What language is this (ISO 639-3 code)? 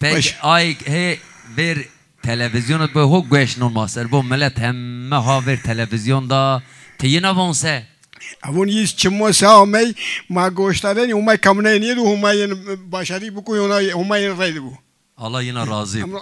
zza